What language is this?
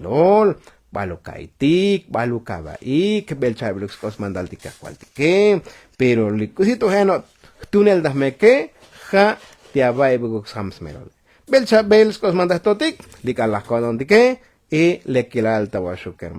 Tzotzil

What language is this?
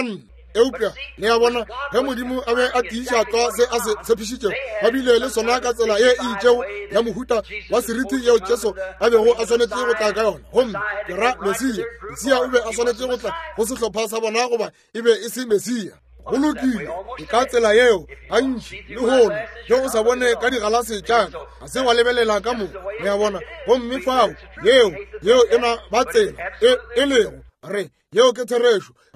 Northern Sotho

